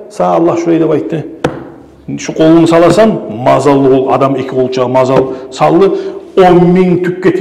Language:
Kumyk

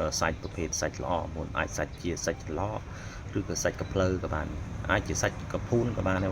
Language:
Khmer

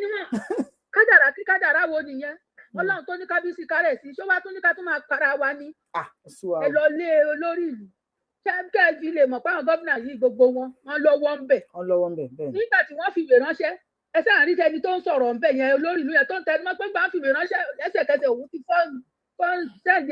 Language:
Yoruba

